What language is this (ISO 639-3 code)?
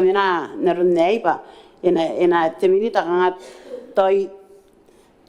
gil